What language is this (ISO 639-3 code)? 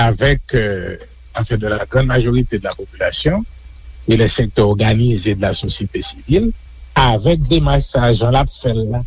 hat